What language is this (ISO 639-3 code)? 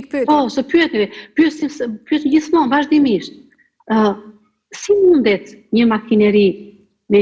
sqi